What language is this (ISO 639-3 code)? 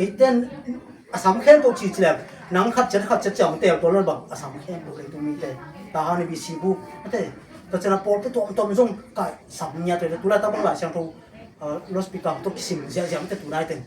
ctd